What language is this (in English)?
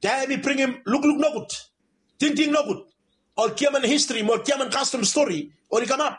Bislama